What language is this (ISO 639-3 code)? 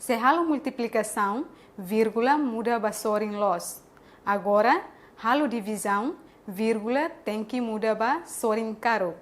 tet